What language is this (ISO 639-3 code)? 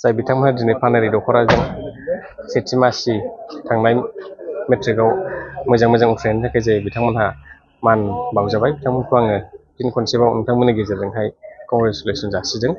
brx